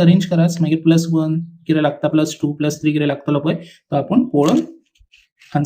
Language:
Konkani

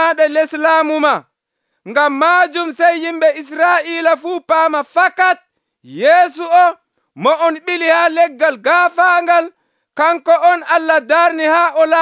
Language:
Nigerian Fulfulde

